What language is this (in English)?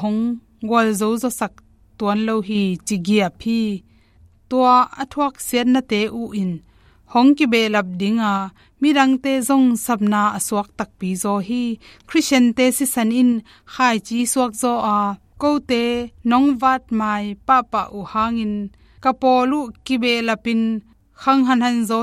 Tedim Chin